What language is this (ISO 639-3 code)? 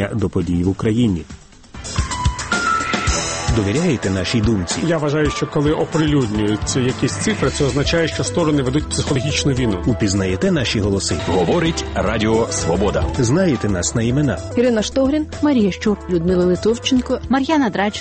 ukr